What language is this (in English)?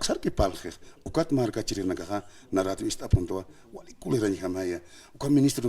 Aymara